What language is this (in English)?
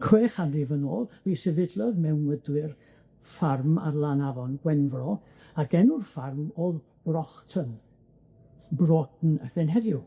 Welsh